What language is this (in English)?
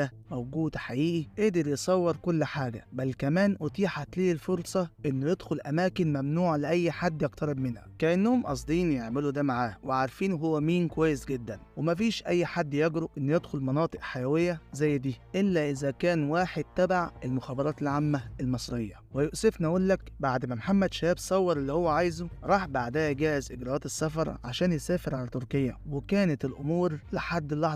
Egyptian Arabic